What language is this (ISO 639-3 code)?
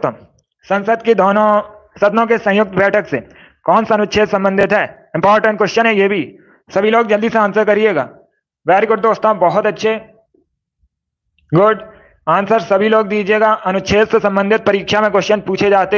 hin